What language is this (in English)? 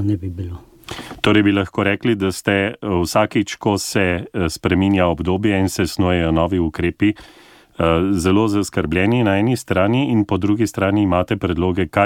Slovenian